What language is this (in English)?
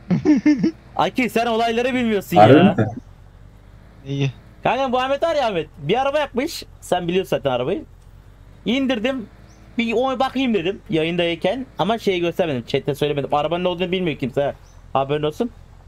Turkish